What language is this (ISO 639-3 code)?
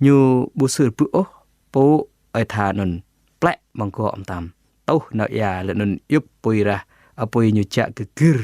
jra